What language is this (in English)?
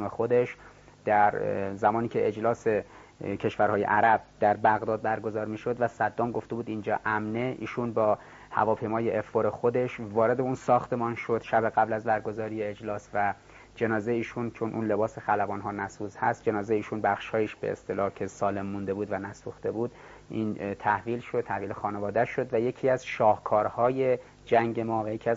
Persian